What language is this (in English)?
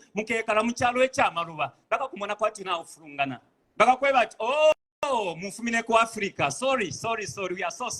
Bemba